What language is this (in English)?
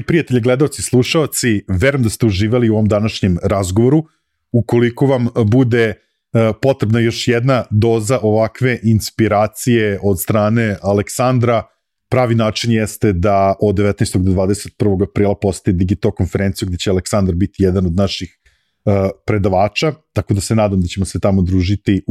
Serbian